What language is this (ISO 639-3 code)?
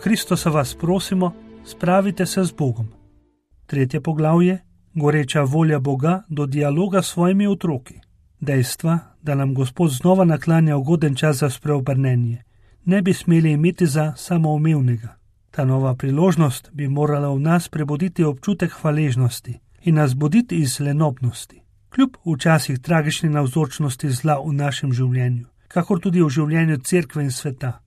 slv